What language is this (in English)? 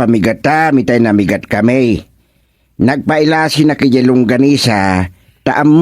Iloko